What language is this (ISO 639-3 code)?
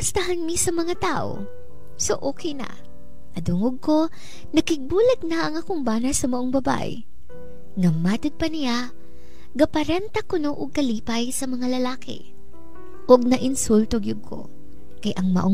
ceb